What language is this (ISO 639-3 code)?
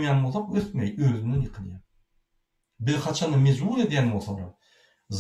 tuk